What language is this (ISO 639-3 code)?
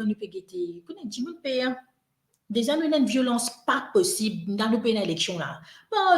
mfe